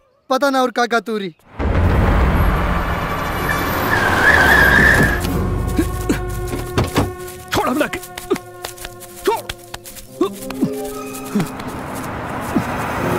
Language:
Bhojpuri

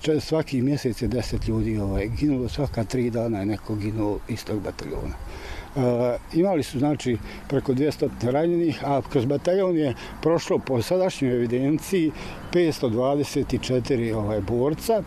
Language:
Bosnian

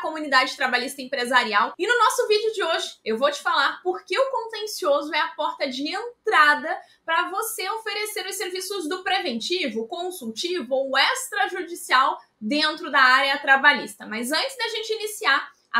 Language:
Portuguese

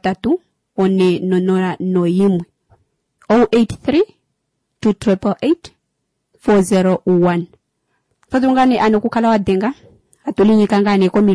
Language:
Kuanyama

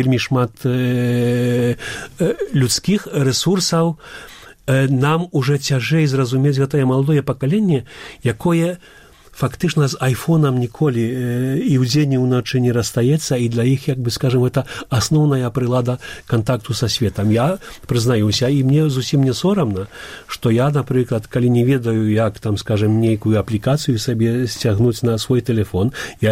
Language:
Belarusian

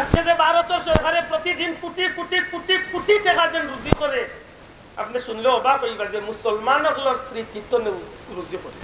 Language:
Sylheti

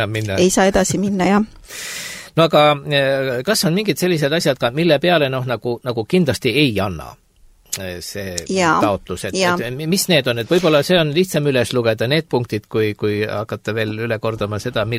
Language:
Estonian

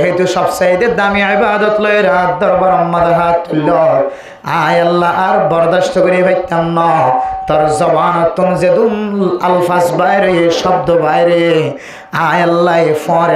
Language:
Rohingya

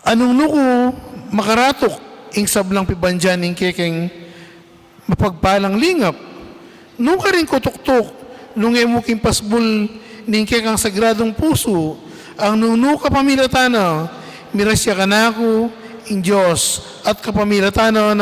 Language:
Pampanga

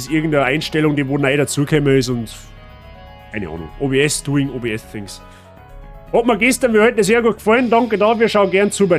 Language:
Bavarian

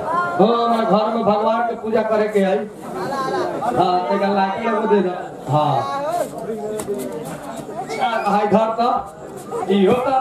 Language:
Bhojpuri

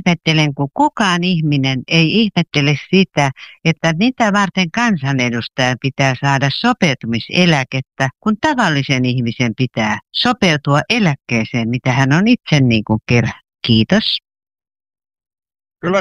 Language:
Finnish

